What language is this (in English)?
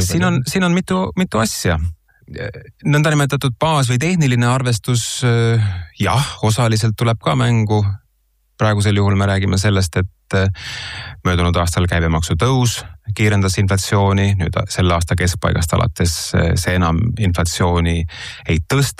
Estonian